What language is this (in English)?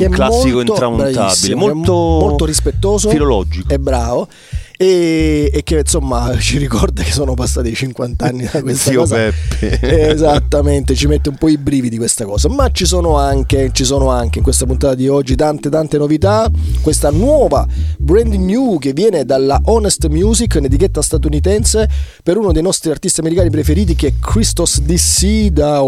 Italian